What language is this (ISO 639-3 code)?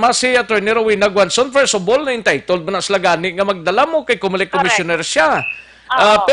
hil